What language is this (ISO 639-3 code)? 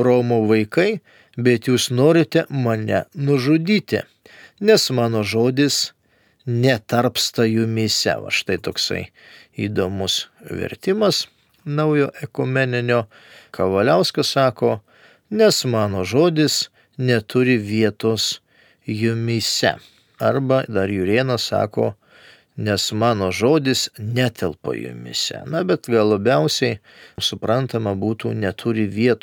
lit